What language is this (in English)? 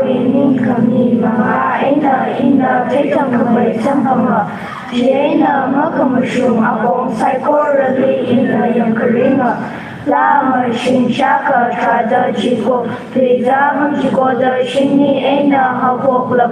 Tangkhul Naga (India)